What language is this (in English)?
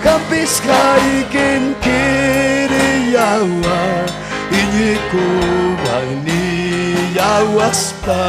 Ayacucho Quechua